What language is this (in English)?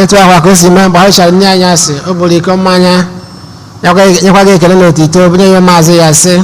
Igbo